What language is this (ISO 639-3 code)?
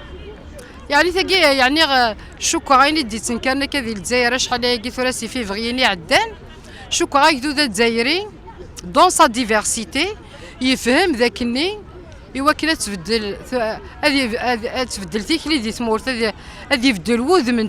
kab